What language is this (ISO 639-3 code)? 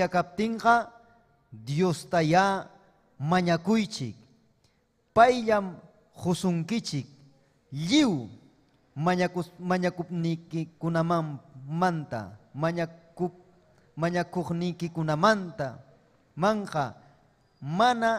quy